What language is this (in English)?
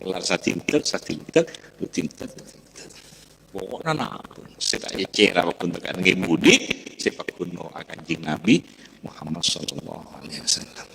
Madurese